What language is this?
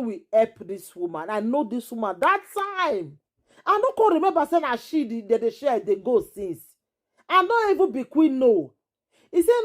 Nigerian Pidgin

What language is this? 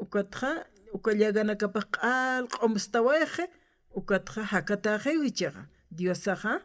Aymara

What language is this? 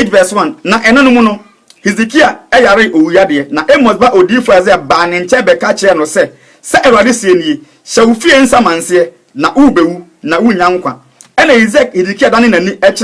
Akan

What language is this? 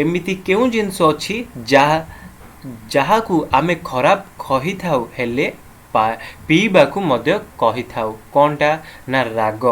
Odia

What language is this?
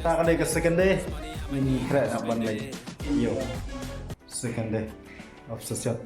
Khasi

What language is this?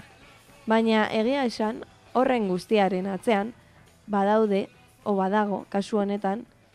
Basque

